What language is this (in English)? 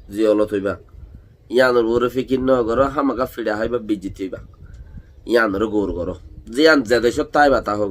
Rohingya